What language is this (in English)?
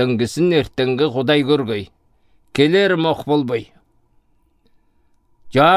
Southern Altai